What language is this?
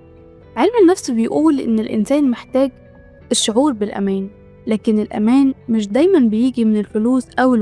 Egyptian Arabic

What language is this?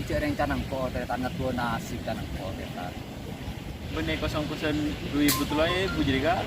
Madurese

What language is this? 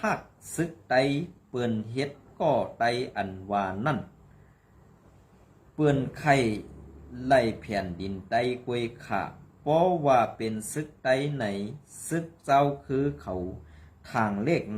Shan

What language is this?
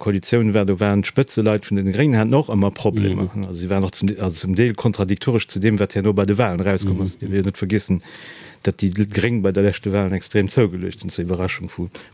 Luxembourgish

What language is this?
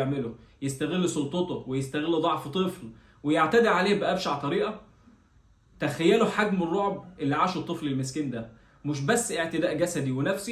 Egyptian Arabic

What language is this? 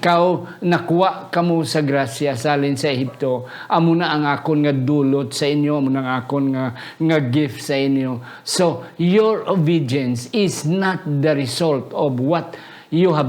Hiligaynon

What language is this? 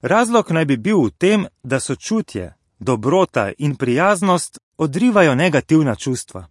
Slovenian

